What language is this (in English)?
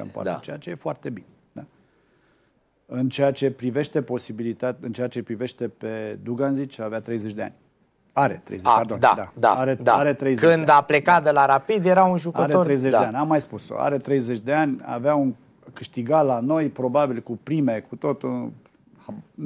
Romanian